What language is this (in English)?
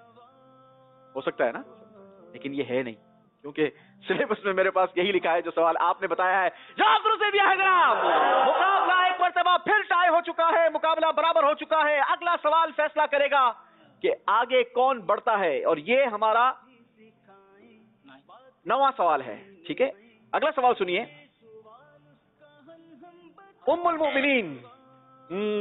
Urdu